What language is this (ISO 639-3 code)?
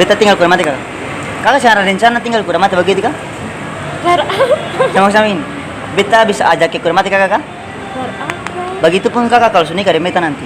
abs